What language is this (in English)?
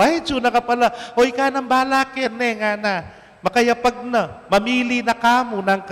Pampanga